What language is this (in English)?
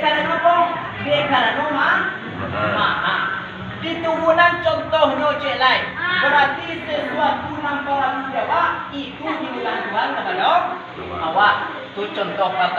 Minangkabau